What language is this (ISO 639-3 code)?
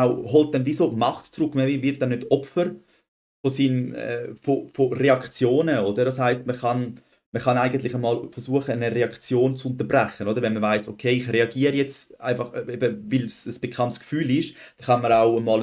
gsw